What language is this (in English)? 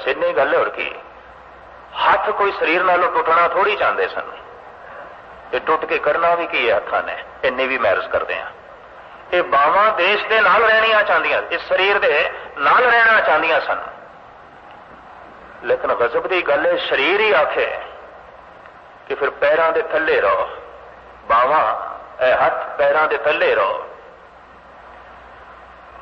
Punjabi